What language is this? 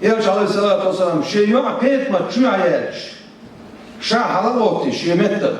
Chechen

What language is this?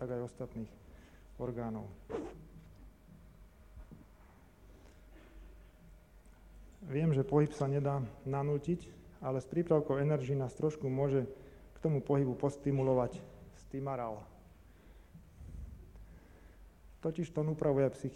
Slovak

